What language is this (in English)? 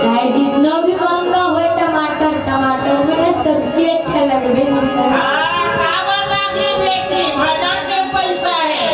Chhattisgarhi